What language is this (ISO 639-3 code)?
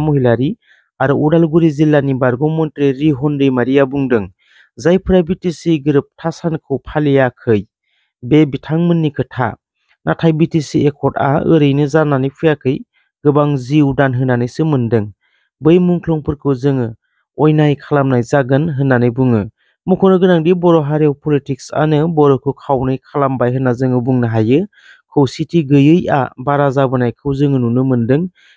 brx